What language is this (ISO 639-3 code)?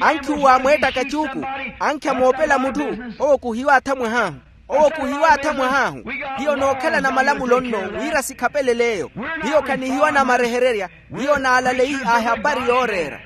vmw